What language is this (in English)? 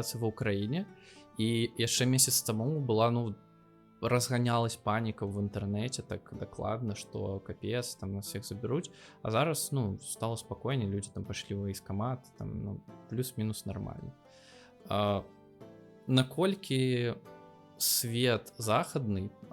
Belarusian